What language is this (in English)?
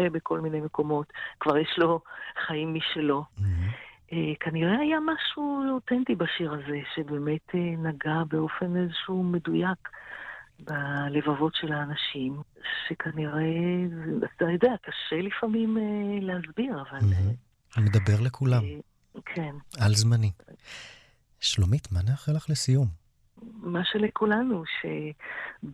Hebrew